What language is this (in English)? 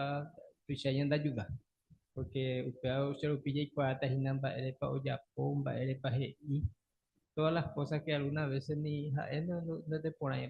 Guarani